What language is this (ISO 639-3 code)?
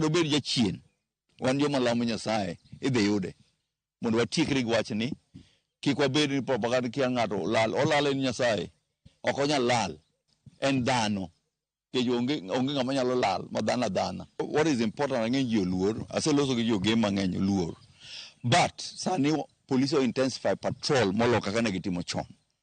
luo